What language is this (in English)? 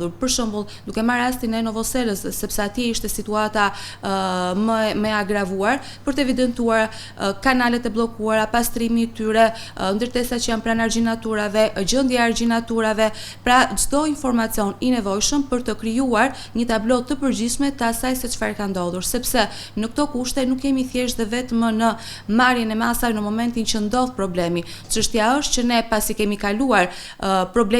Albanian